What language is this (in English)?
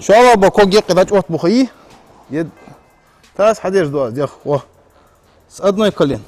Ingush